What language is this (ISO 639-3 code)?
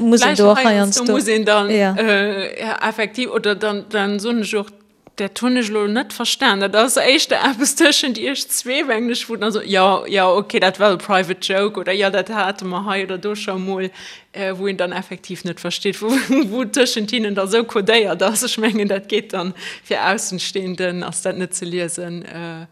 ltz